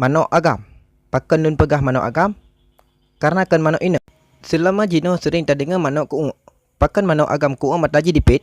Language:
Achinese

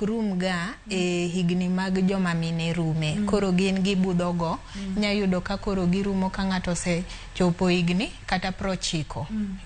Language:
Luo (Kenya and Tanzania)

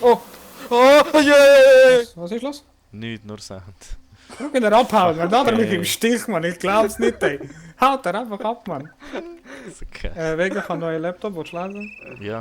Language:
Swiss German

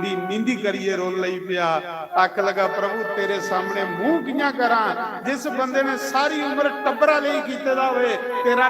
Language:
Dogri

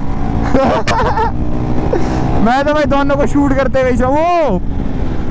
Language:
Hindi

